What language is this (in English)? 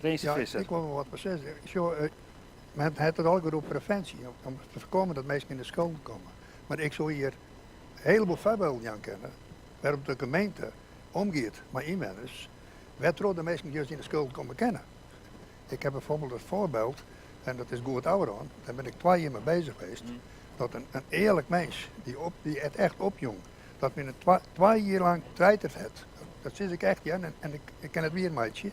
Western Frisian